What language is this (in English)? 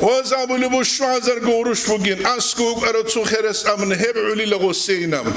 Avaric